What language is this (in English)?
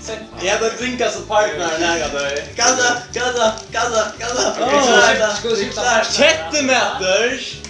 Faroese